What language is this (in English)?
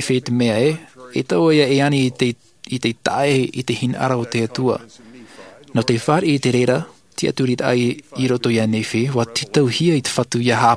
Tahitian